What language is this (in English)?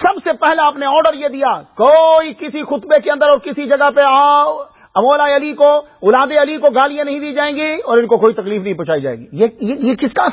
Urdu